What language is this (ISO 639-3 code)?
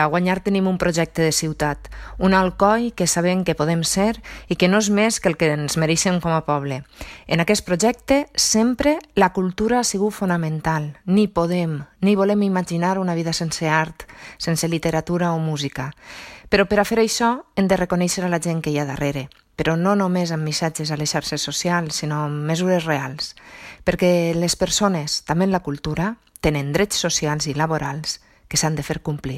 cat